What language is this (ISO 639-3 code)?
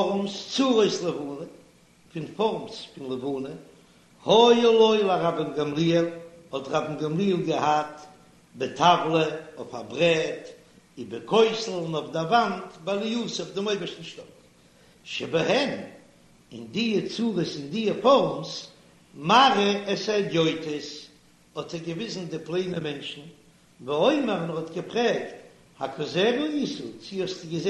yid